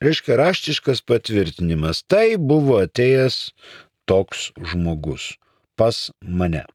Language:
Lithuanian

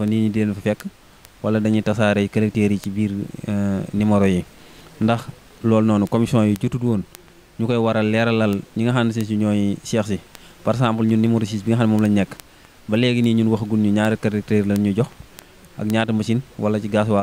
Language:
Wolof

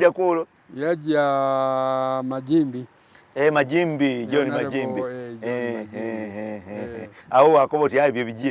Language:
Soga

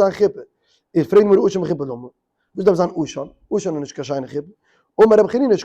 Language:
Yiddish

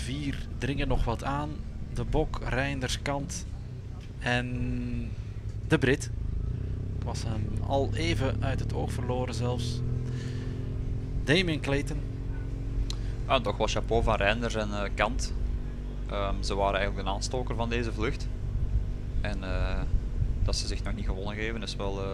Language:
Dutch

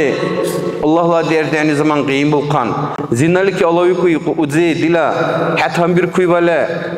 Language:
Dargwa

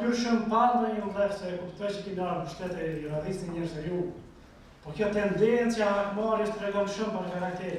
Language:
Albanian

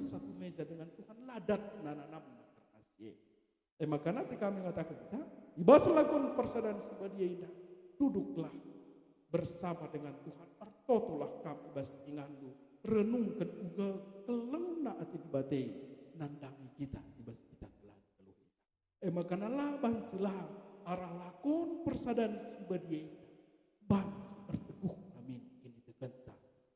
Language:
Batak Karo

